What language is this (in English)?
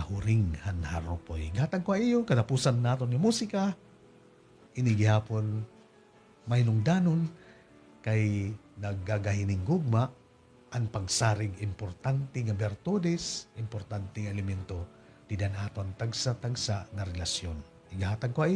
Waray